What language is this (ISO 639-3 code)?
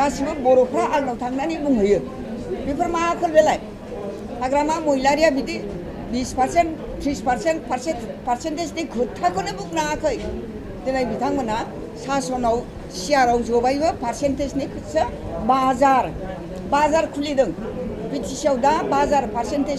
brx